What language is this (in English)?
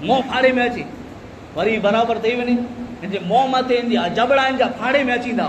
Kachhi